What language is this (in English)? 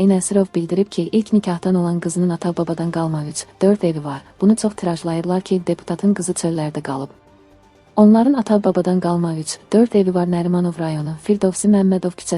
Azerbaijani